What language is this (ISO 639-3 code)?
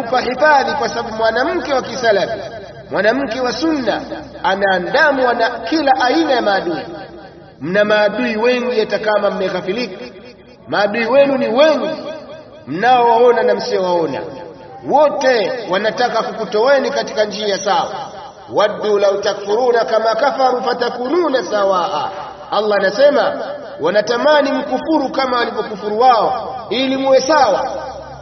swa